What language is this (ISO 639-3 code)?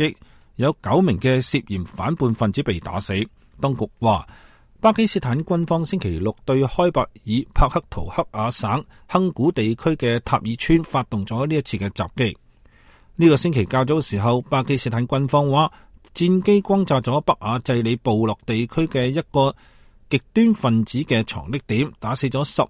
yue